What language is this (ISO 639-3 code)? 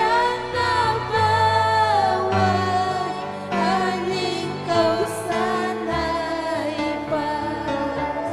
quy